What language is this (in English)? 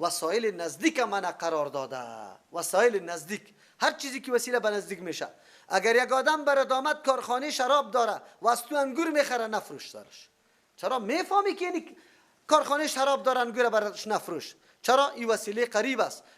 Persian